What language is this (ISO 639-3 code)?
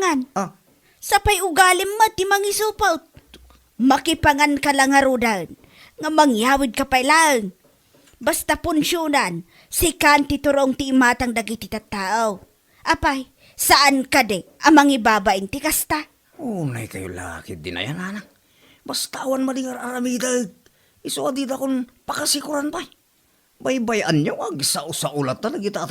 ilo